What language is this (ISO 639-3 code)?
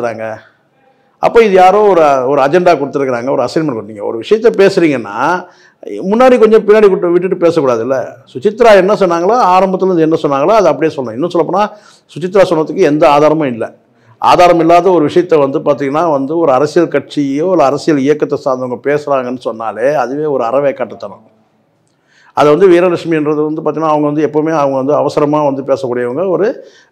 tam